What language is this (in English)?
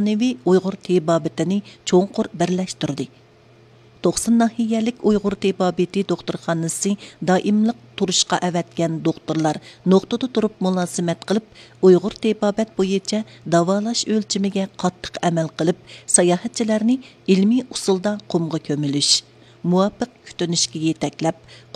Uyghur